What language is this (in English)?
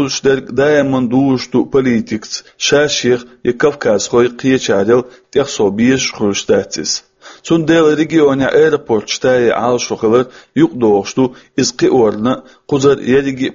Chechen